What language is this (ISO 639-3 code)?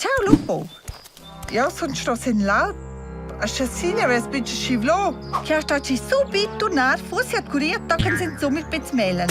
roh